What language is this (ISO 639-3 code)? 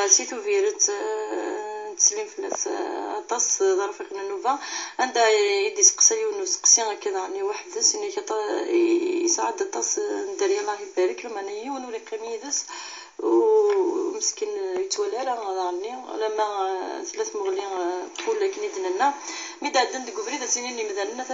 kab